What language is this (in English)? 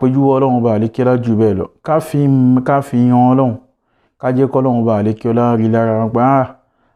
Yoruba